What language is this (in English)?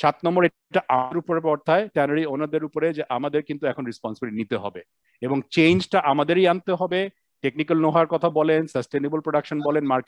Bangla